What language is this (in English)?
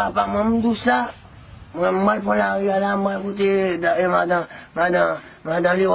Haitian Creole